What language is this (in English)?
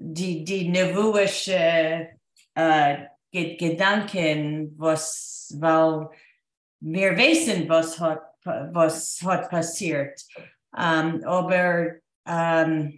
Yiddish